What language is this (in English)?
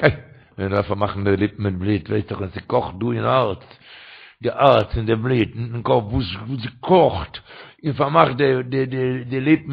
Yiddish